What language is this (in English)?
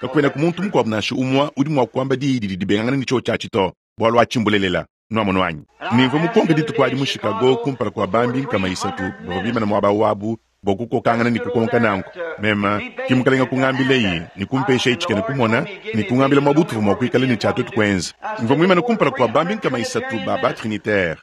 Luba-Lulua